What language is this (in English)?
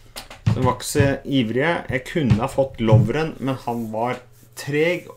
Norwegian